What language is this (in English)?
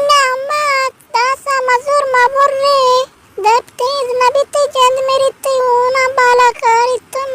Eastern Balochi